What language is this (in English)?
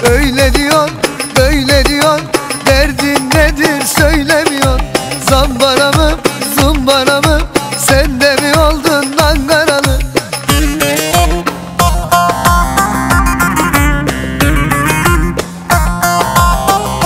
Turkish